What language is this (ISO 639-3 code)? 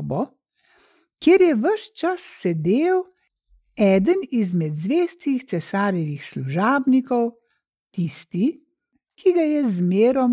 slv